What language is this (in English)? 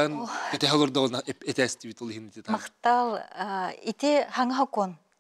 Yakut